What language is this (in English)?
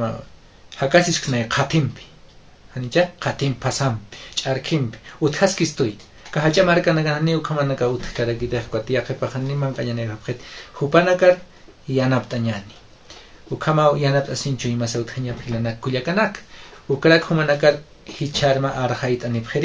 Aymara